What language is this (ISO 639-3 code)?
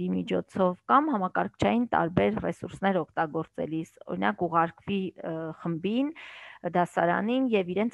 hye